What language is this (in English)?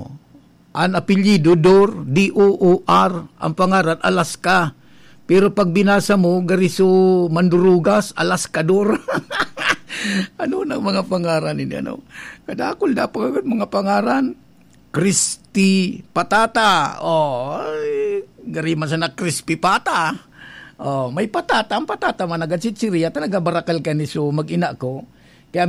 Bikol